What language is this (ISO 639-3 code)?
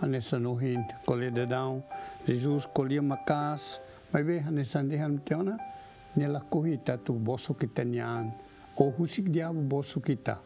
tet